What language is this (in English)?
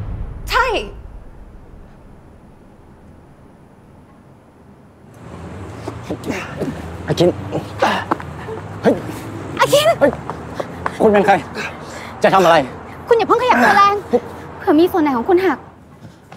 Thai